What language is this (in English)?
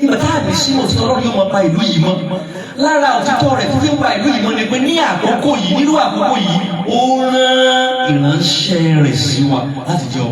Yoruba